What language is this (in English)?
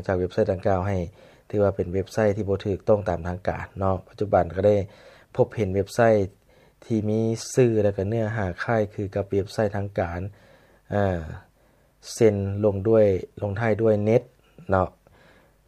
Lao